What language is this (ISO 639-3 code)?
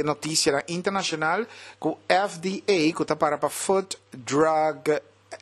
pap